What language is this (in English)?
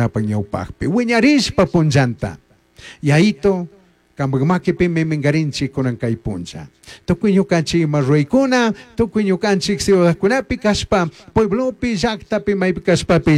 Chimborazo Highland Quichua